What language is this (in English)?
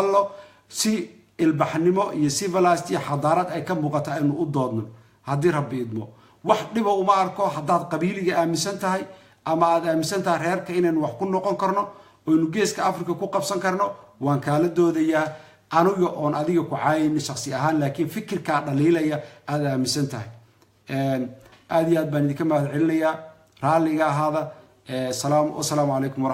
Somali